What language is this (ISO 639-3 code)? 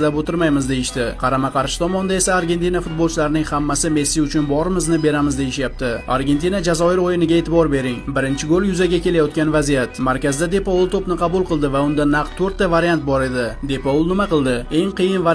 uzb